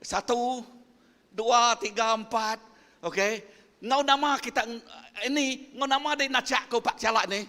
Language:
Iban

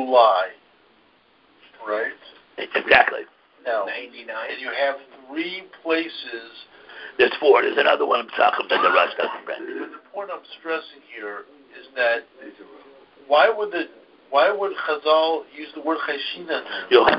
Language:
English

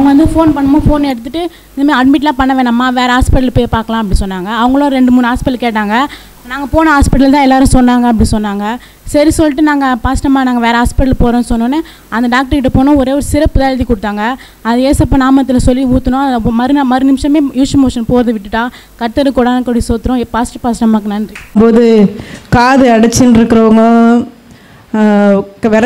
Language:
Tamil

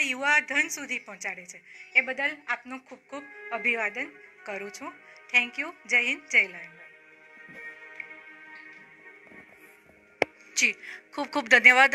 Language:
Gujarati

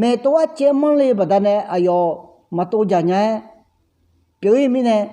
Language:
Akha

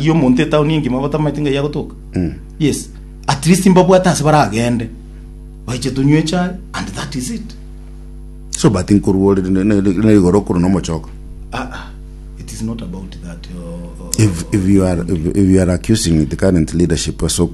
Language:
Gusii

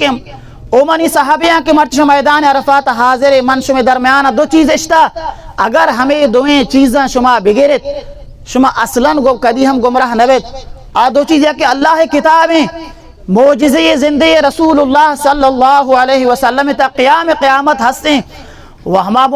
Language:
Baluchi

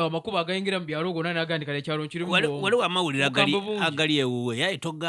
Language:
Ganda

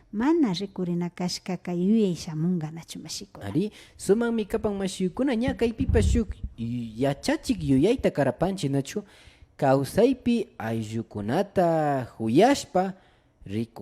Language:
Imbabura Highland Quichua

